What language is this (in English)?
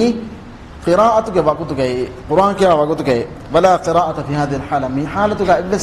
Divehi